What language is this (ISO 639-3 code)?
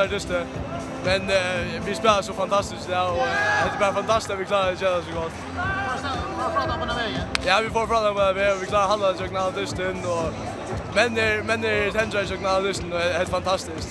fao